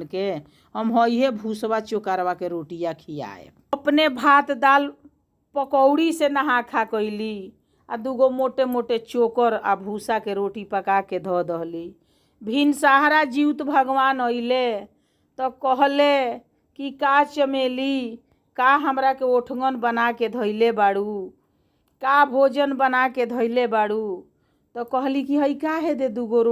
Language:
Bhojpuri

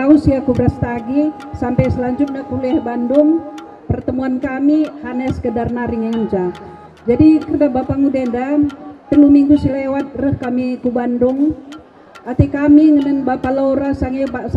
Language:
Batak Karo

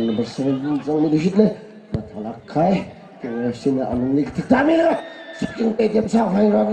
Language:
Tangkhul Naga (India)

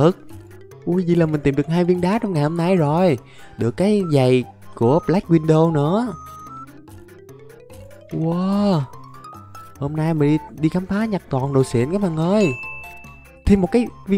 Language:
Vietnamese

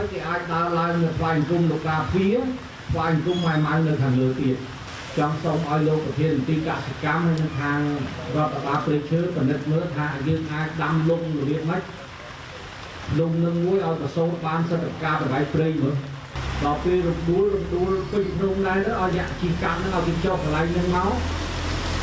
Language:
Khmer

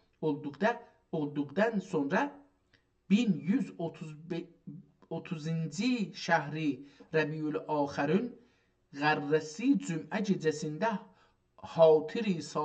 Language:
South Azerbaijani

